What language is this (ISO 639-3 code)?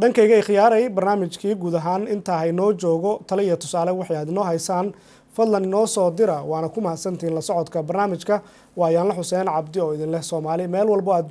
som